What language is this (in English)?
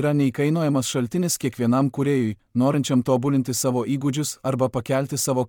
Lithuanian